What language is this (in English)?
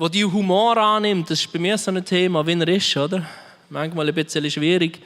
Swiss German